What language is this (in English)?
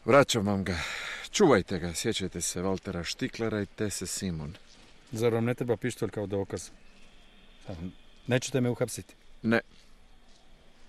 Croatian